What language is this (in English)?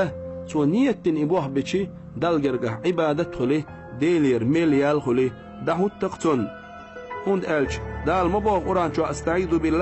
Chechen